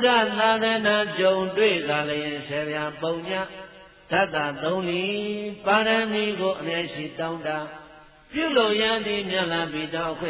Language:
Burmese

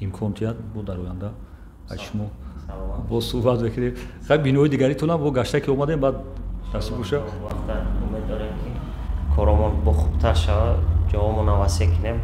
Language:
Tajik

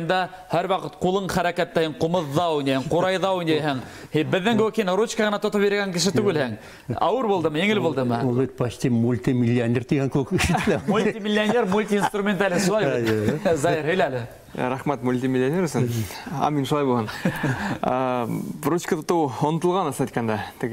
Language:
Bashkir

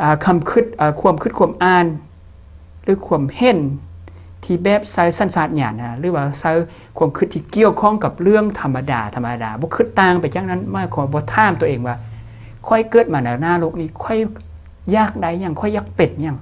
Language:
Lao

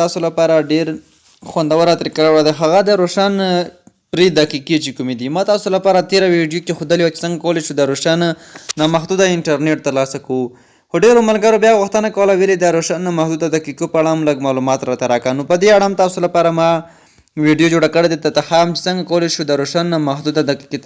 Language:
Pashto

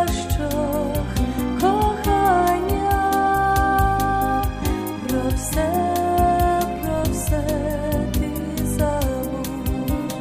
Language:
Ukrainian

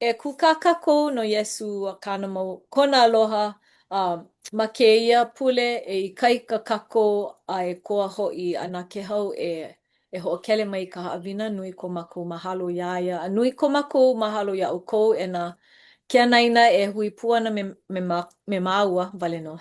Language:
Hawaiian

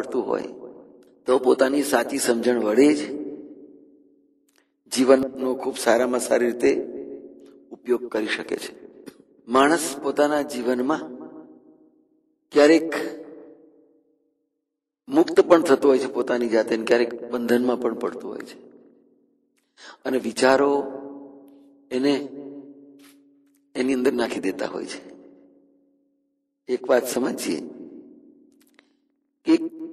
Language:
Gujarati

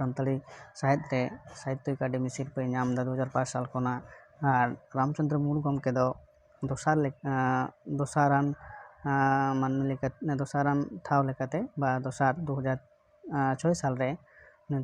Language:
Santali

